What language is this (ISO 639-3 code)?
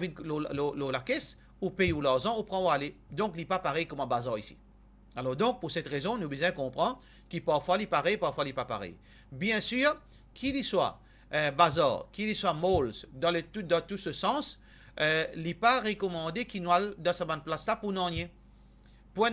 mfe